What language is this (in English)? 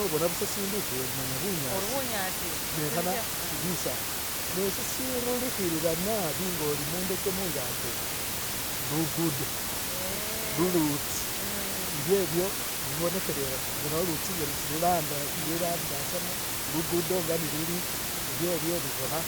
Masaaba